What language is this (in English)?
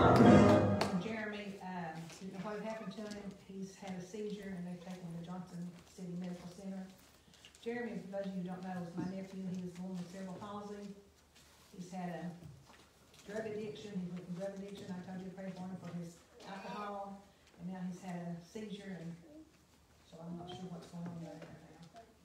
English